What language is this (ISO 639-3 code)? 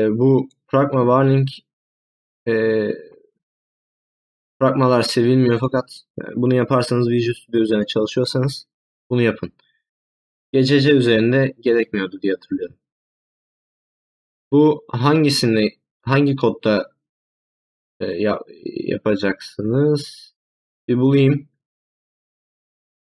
tur